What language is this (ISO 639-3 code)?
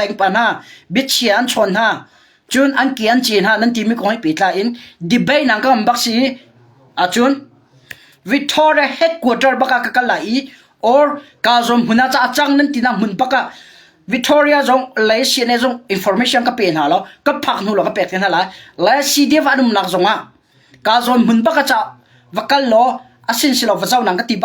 cnh